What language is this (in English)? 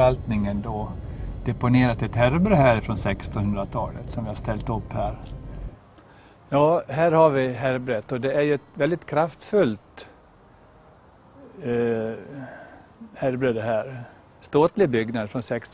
Swedish